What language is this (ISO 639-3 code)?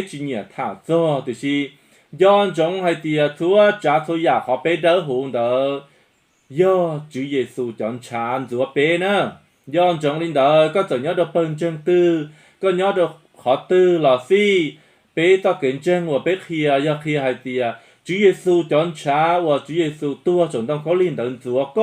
hmn